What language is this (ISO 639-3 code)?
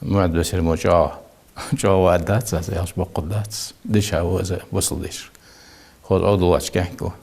inh